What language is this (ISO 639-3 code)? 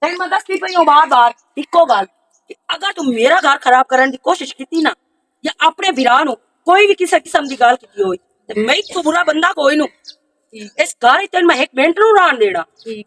lah